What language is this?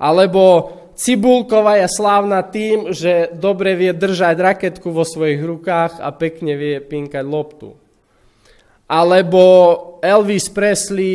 Slovak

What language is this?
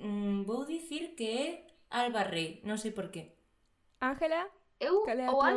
Galician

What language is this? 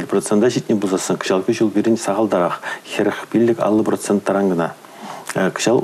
Chuvash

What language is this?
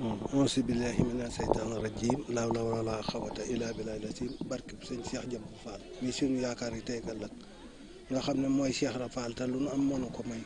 Wolof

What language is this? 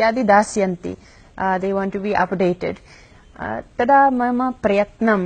Sanskrit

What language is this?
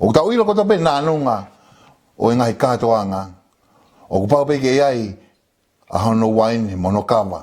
Tongan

